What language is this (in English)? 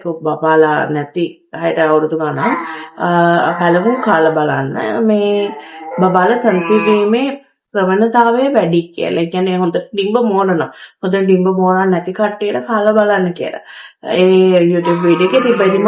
Sinhala